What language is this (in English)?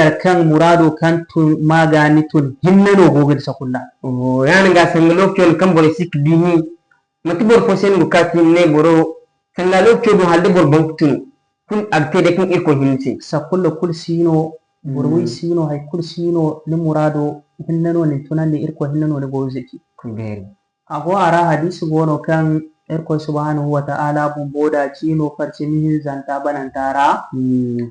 Zarma